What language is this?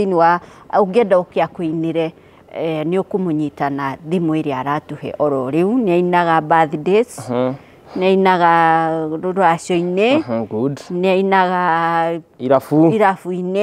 Kikuyu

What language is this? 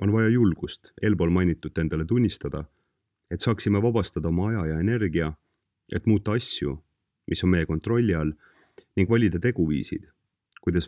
Estonian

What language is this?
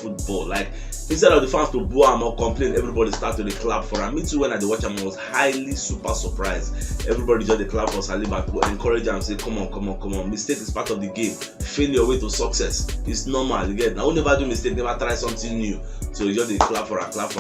Nigerian Pidgin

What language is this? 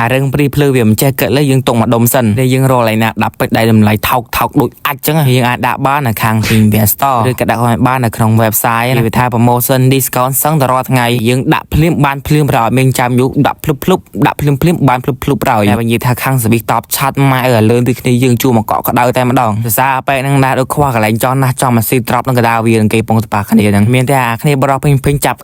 Khmer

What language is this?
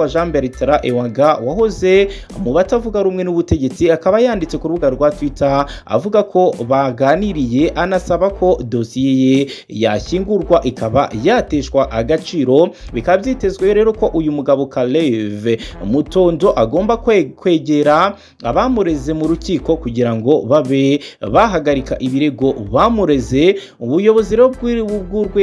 Kinyarwanda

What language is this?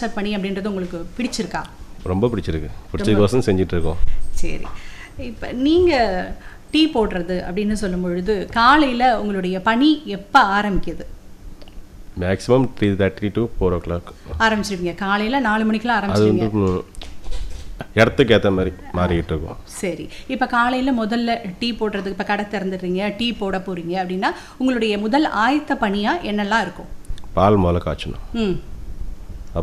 Tamil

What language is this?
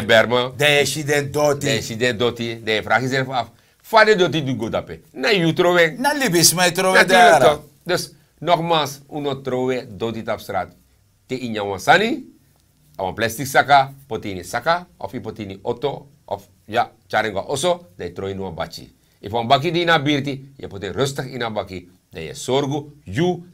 Sranan Tongo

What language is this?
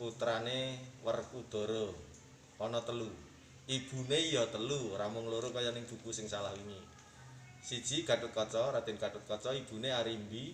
Javanese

